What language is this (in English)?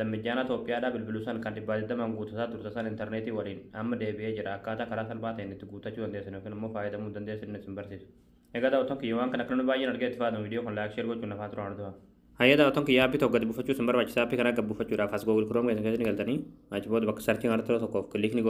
Oromo